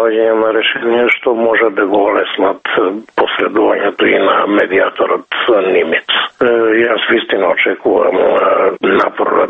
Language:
Macedonian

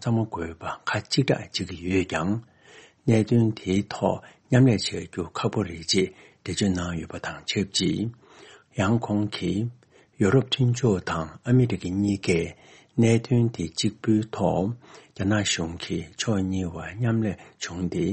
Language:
Tibetan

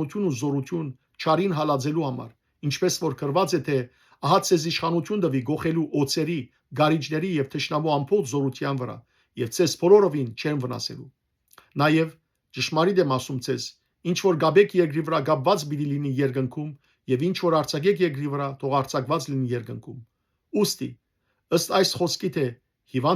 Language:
Western Armenian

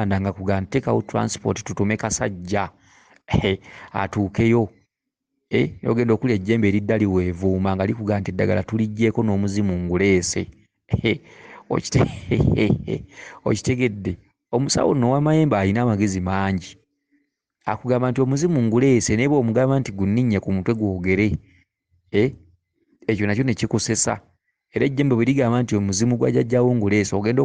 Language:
Ganda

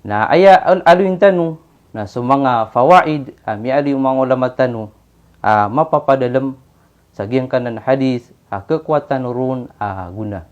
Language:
Maranao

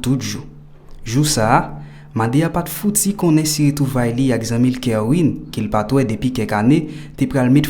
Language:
Haitian Creole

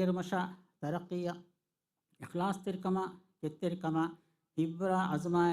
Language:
Divehi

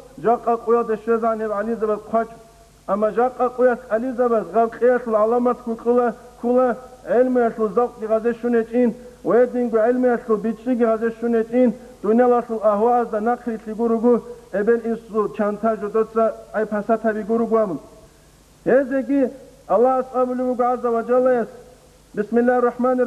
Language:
Avaric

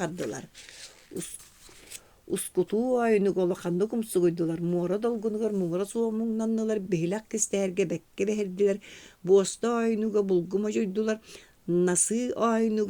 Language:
Yakut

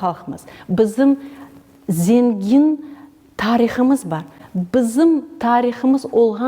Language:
Crimean Tatar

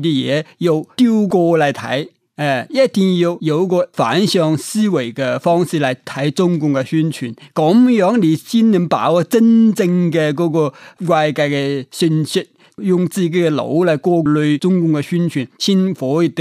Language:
Cantonese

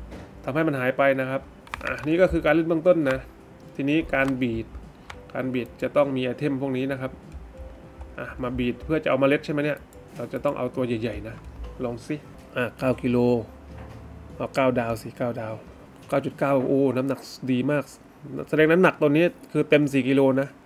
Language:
Thai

